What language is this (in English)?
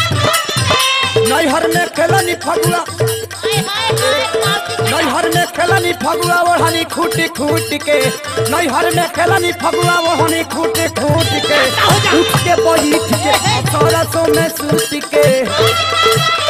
Bhojpuri